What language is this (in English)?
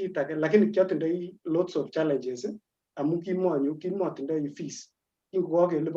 Kalenjin